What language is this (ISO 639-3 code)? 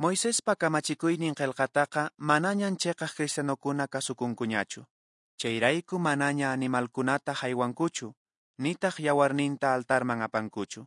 que